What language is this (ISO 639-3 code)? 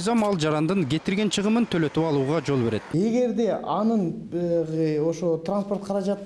kir